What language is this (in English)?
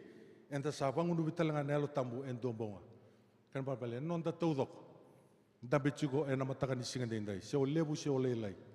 Fijian